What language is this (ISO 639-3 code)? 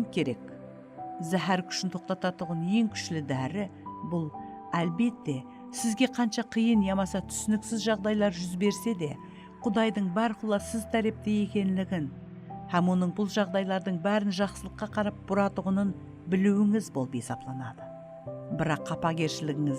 kaa